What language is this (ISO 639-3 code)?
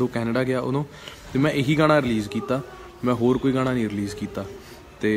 pan